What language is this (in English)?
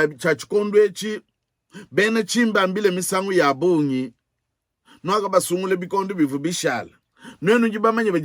Luba-Lulua